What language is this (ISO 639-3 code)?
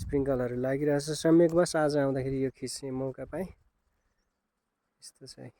nep